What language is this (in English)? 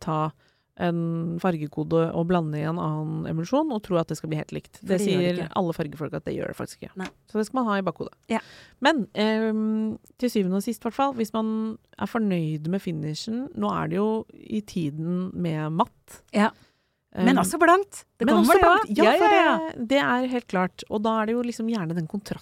Norwegian